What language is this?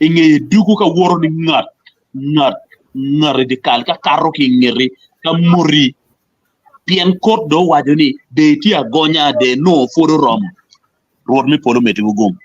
Acoli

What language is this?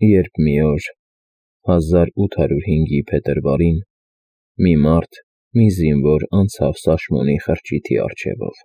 Armenian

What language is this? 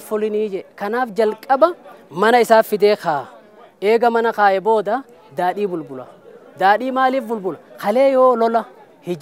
Oromo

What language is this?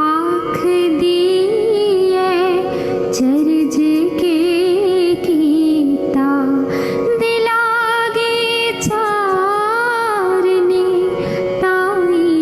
Dogri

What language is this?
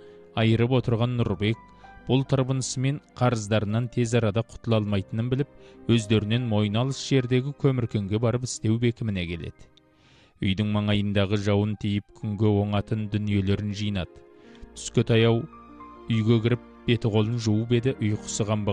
Kazakh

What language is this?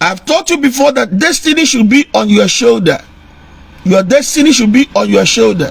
Igbo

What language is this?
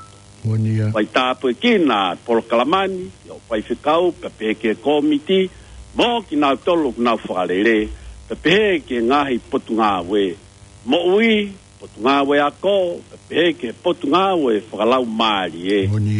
Tongan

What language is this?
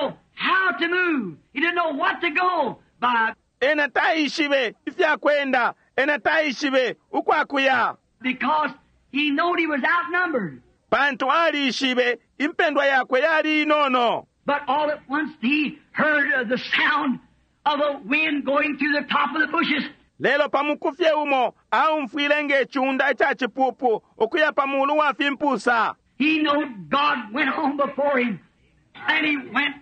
Bemba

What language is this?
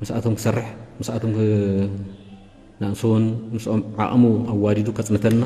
Tigrinya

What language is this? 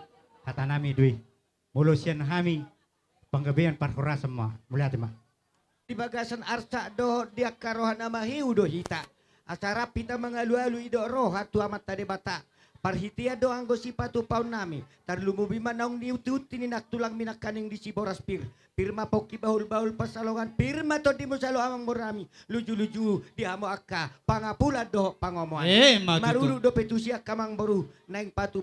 Batak Toba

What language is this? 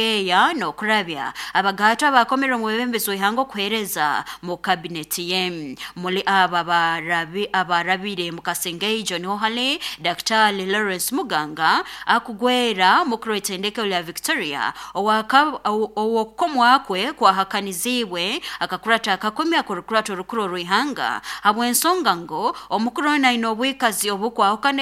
Nyankole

